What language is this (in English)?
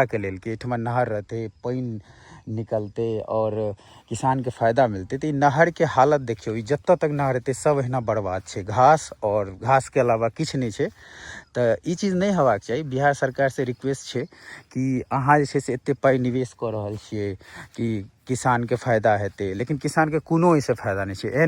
Maithili